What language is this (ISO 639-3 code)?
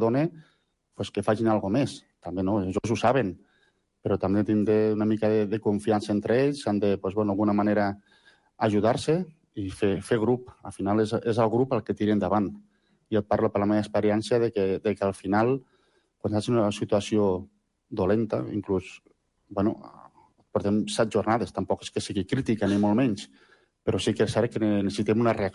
cat